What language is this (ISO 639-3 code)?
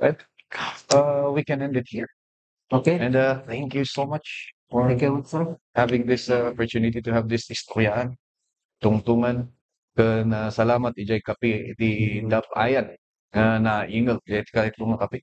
ilo